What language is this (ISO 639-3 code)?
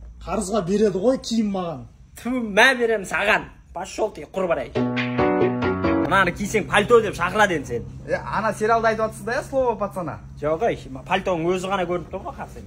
kaz